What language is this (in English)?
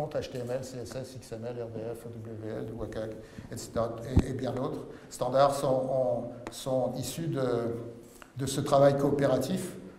French